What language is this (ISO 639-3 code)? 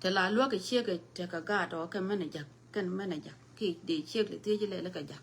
nus